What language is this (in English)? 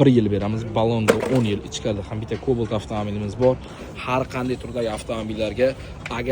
Uzbek